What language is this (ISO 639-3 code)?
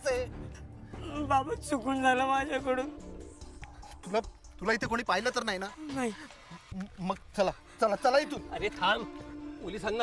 mar